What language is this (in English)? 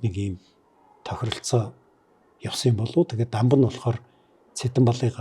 Mongolian